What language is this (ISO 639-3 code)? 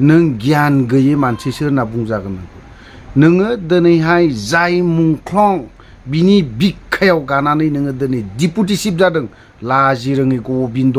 brx